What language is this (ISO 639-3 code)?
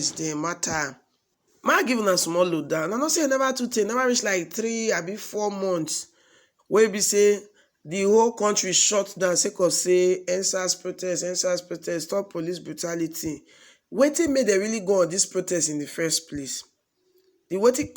pcm